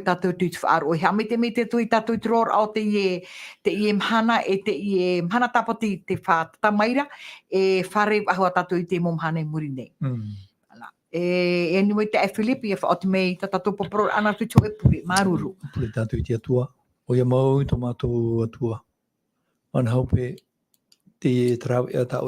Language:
Tahitian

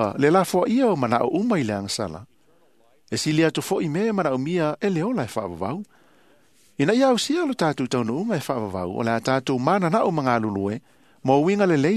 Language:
Samoan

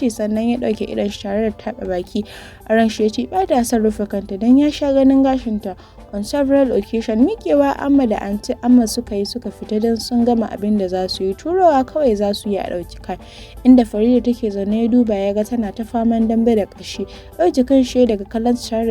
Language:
Hausa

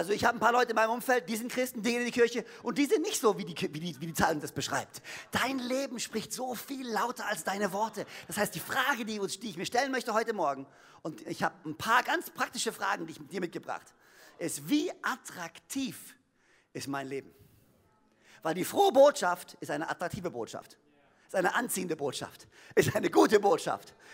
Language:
German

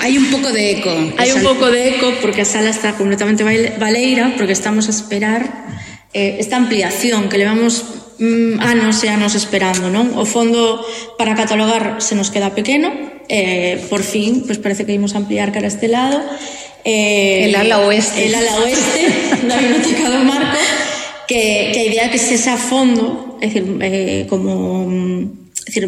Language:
Galician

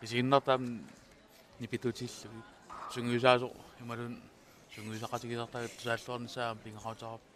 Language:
Kalaallisut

